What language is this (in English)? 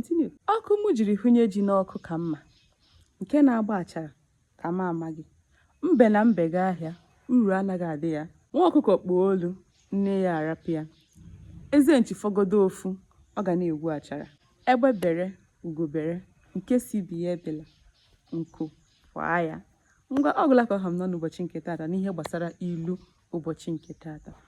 Igbo